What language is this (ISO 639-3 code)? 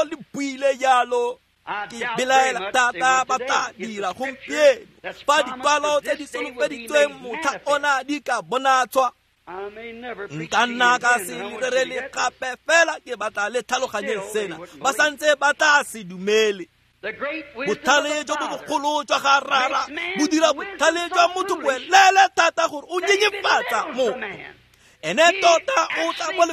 tsn